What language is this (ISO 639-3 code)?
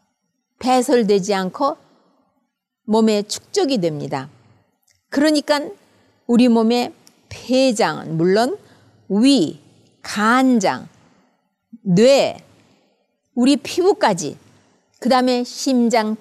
kor